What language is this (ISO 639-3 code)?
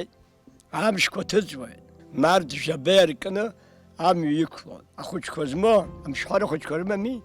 abk